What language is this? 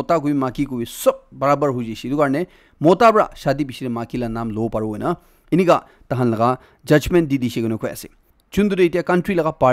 Naga Pidgin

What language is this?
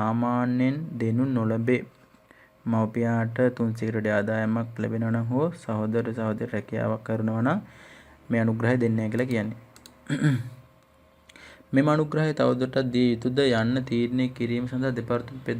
Sinhala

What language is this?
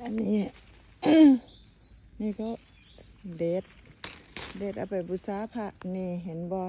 Lao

